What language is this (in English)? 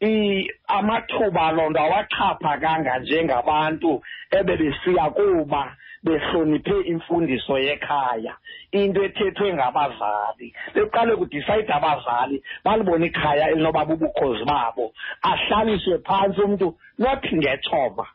Xhosa